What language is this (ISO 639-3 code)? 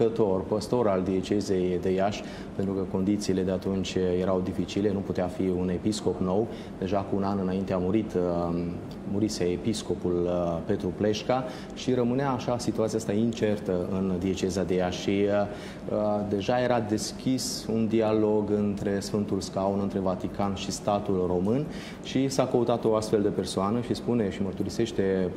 ron